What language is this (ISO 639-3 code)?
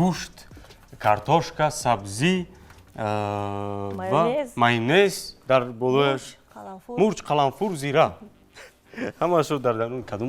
tgk